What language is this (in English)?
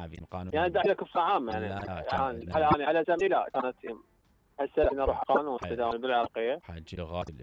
Mesopotamian Arabic